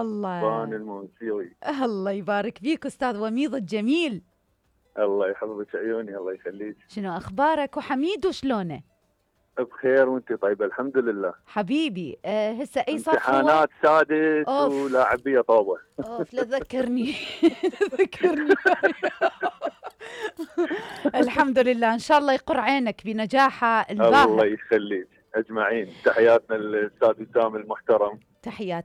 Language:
Mesopotamian Arabic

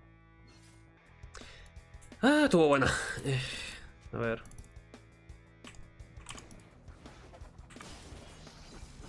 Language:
Spanish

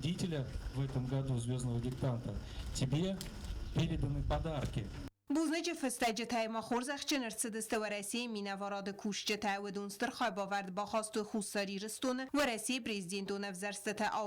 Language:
Ossetic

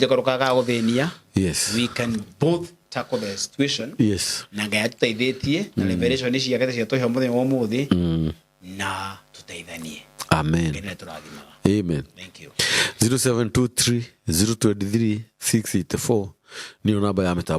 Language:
Kikuyu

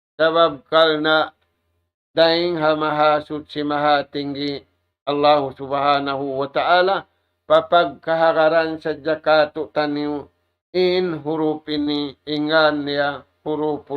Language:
Tausug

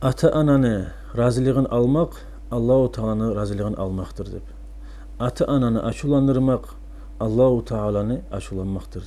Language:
Kumyk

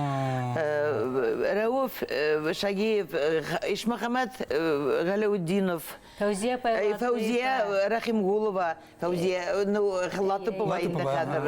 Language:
Bashkir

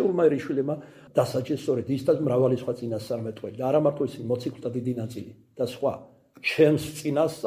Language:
Georgian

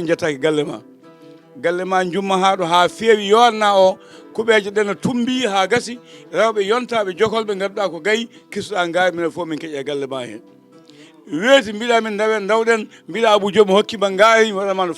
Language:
Fula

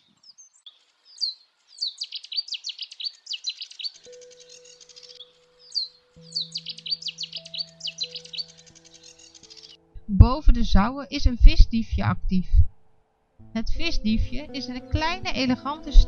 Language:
Dutch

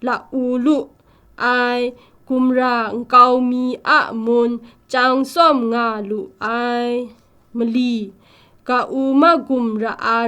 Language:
Kachin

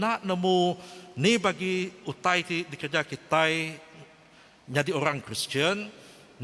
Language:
Iban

